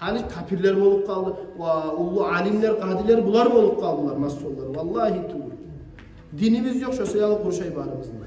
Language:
Kumyk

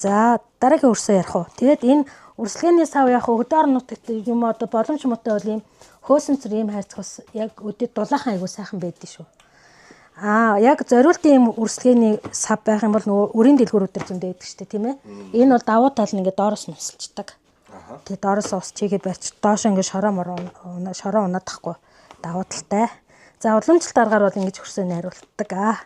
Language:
Mongolian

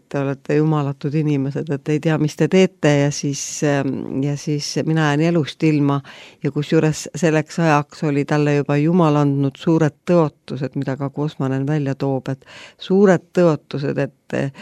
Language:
Estonian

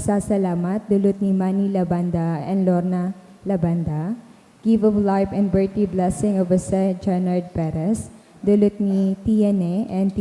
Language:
Bikol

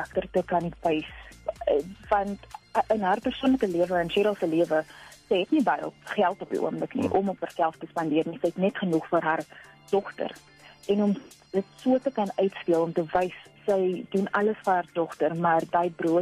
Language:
Afrikaans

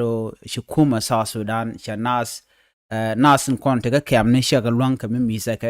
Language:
Nuer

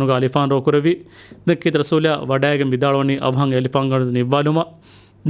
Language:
Divehi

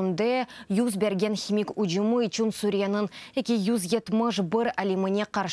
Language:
Crimean Tatar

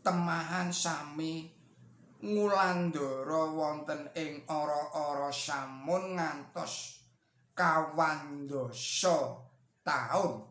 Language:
Javanese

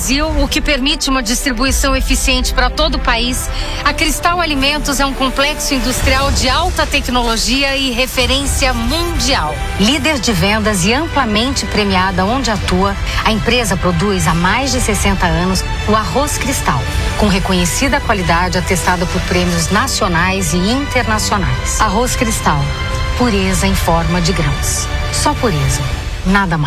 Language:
Portuguese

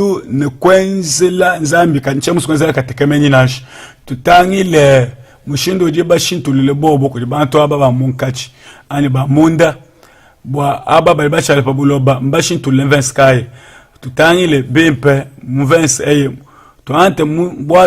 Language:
Luba-Lulua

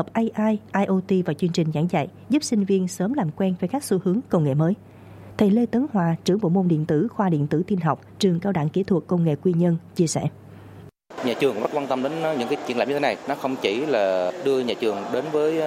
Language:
Vietnamese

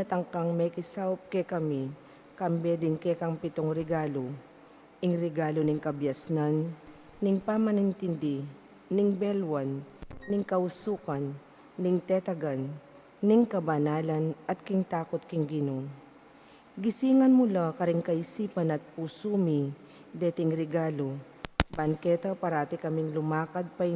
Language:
Pampanga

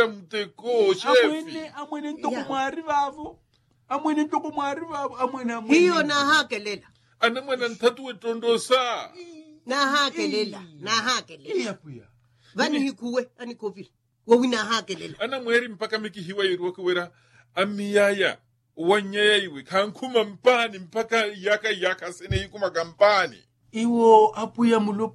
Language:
Makhuwa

